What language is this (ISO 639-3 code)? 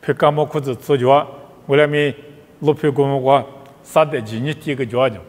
lis